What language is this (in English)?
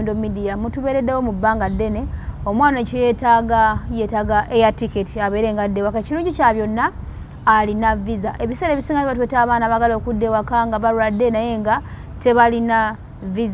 Ganda